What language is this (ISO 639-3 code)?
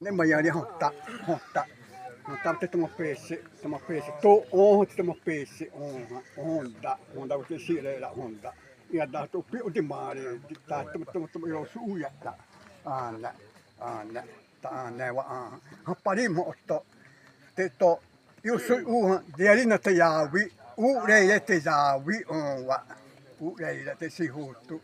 xav